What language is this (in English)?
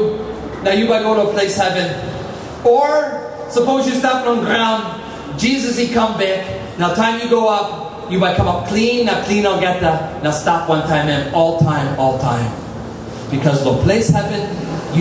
Tok Pisin